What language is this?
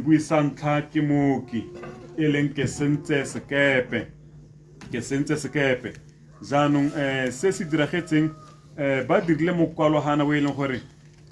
Tswana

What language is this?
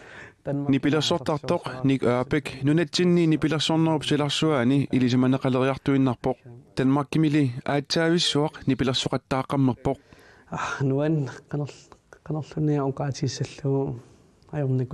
Kalaallisut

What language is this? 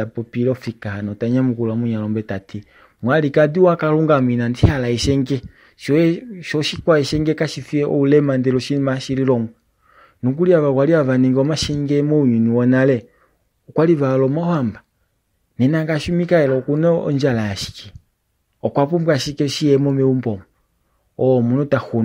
Kuanyama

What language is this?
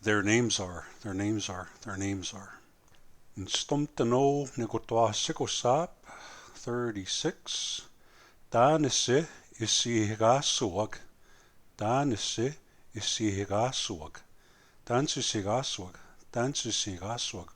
Plains Cree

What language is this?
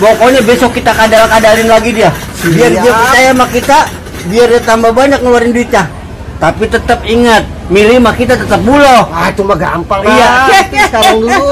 Betawi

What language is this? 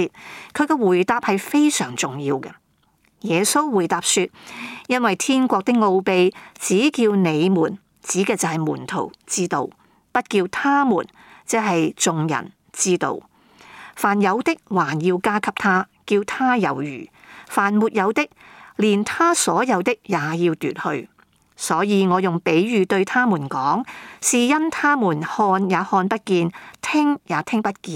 Cantonese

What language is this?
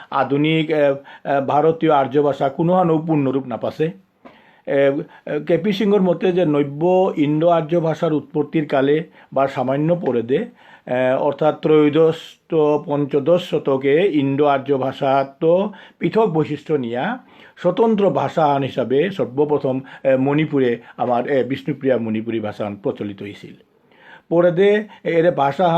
Bishnupriya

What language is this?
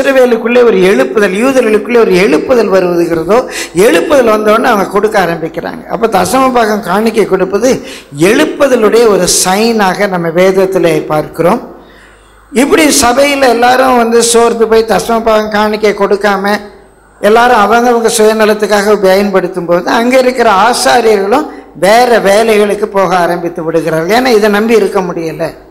Tamil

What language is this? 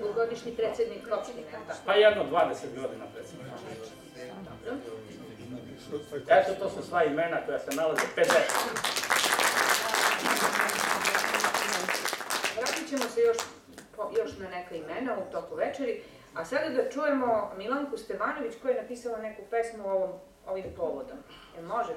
Serbian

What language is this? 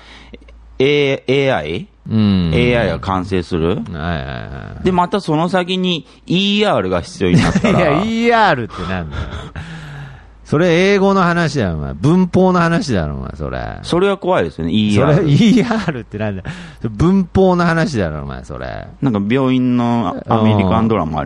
Japanese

